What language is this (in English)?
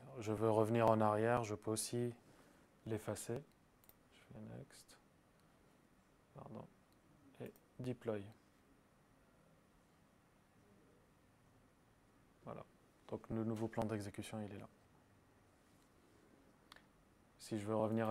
French